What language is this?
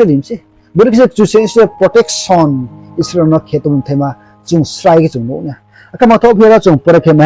Riang (India)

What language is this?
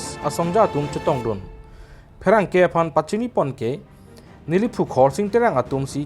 Karbi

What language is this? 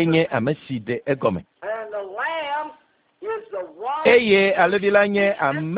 Ewe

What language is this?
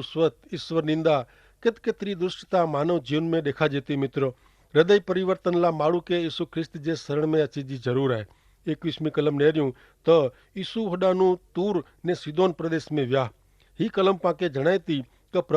Kachhi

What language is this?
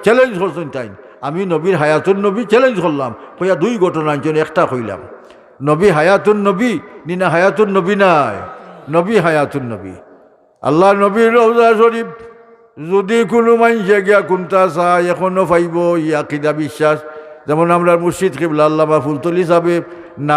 Sylheti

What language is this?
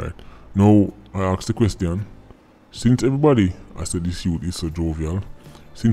Jamaican Creole English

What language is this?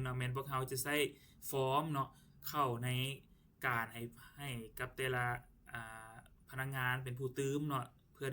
Lao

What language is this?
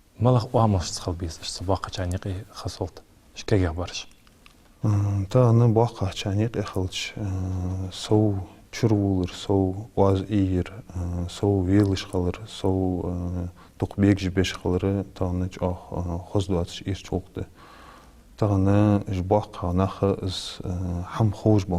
Ingush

